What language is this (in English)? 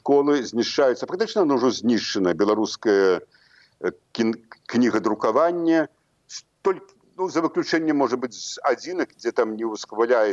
Belarusian